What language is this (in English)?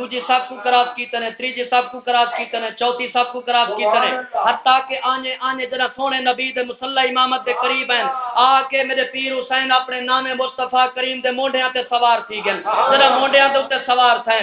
Saraiki